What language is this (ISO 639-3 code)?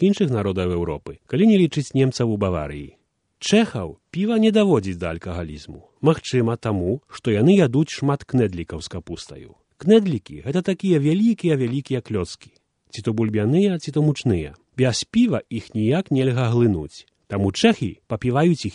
bel